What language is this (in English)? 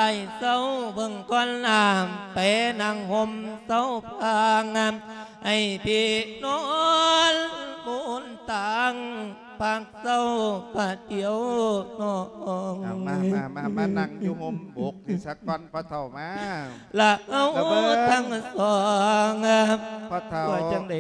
Lao